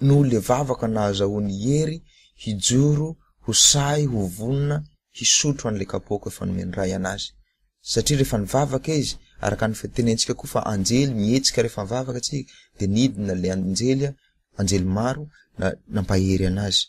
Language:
Malagasy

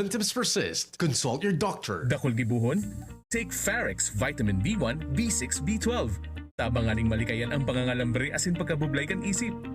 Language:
Bikol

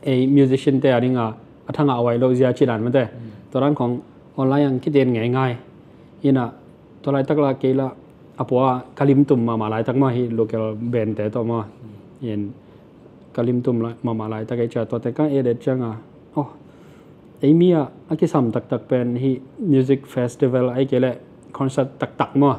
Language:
Tedim Chin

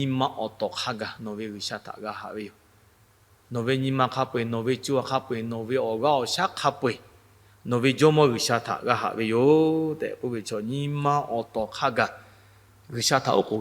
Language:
Lahu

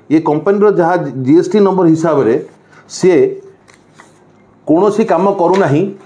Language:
Odia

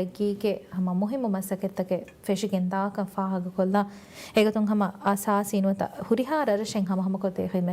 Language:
Divehi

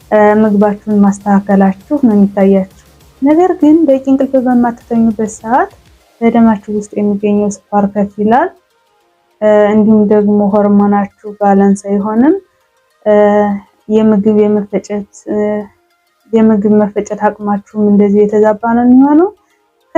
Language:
Amharic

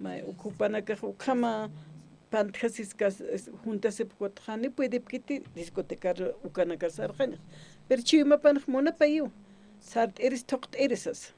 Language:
Aymara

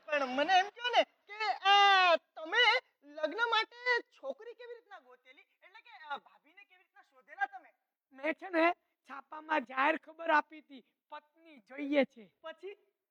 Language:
Gujarati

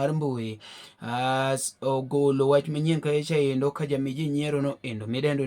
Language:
Luo (Kenya and Tanzania)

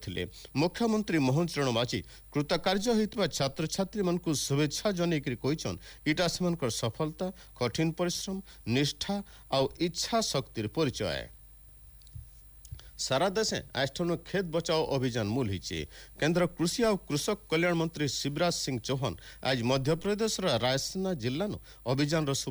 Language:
Odia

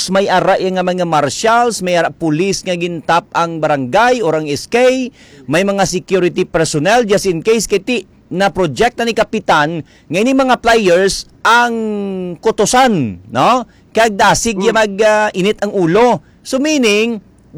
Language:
Hiligaynon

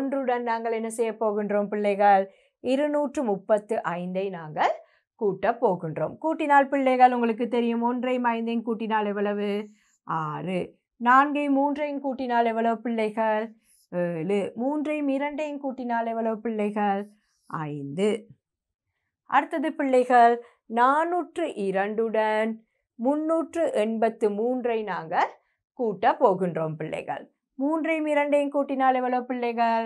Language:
Tamil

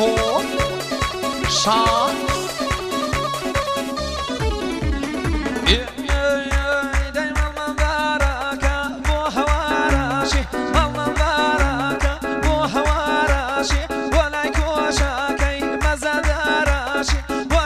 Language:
Central Kurdish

